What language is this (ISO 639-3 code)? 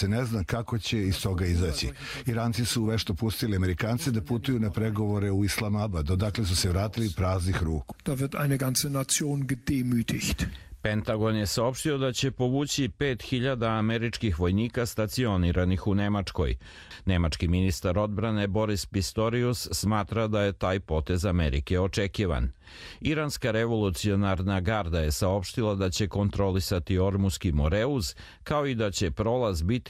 hrv